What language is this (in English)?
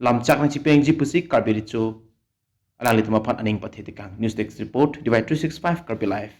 Karbi